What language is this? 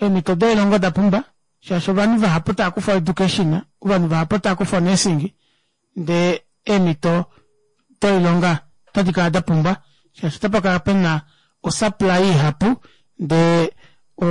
Kuanyama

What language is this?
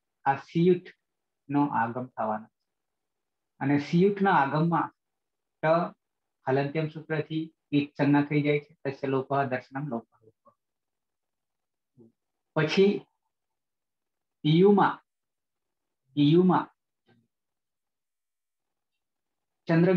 Gujarati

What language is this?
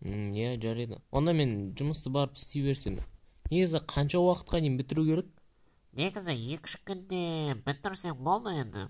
Kazakh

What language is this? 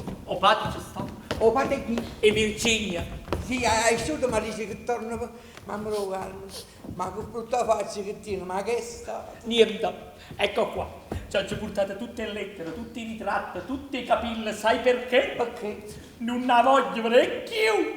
Neapolitan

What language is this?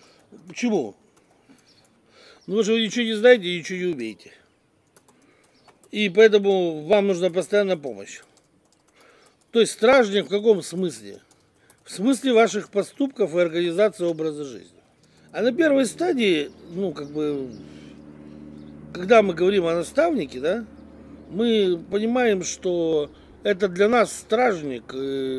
Russian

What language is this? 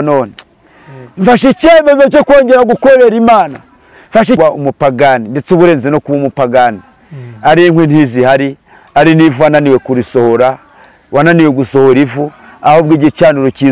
Kinyarwanda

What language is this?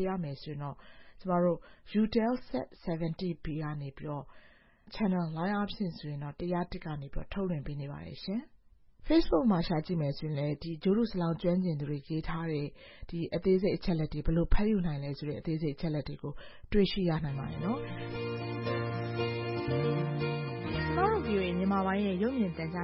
Burmese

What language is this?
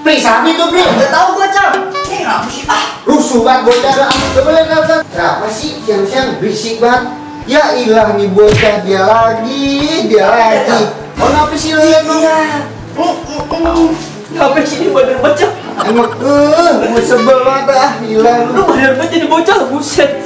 Betawi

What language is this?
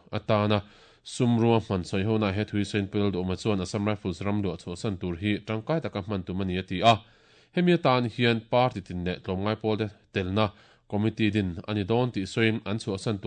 Mizo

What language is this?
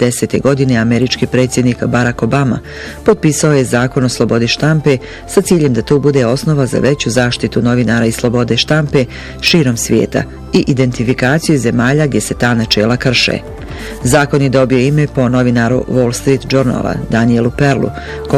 Bosnian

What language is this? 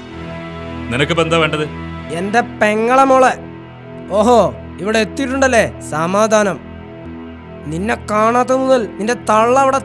Malayalam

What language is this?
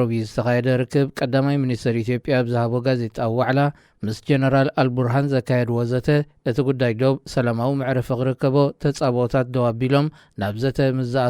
Tigrinya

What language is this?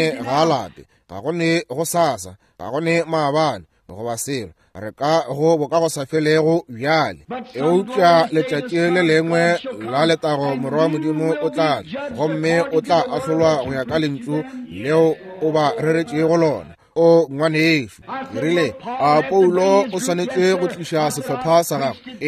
Northern Sotho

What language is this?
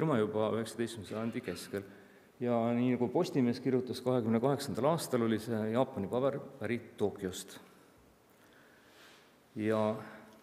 Estonian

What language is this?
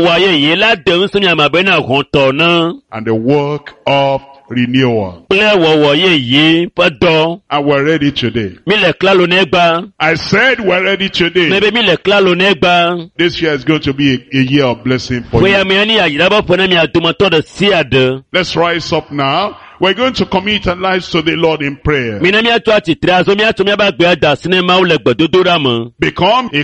Ewe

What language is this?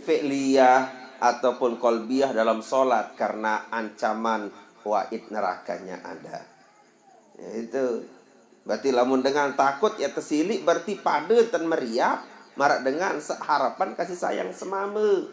Sasak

